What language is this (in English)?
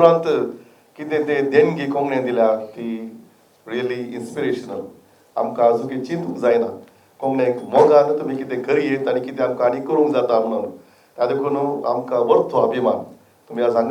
Konkani